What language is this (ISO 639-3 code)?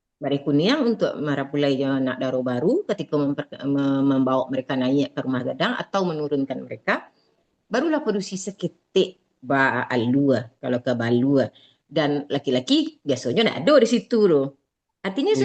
min